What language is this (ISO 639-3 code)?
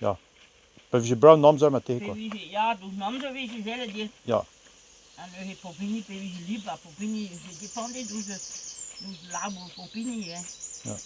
bre